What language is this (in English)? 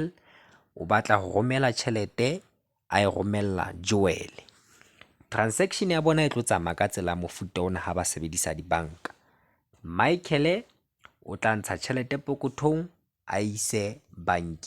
Southern Sotho